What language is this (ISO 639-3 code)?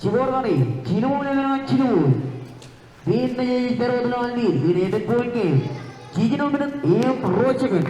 mah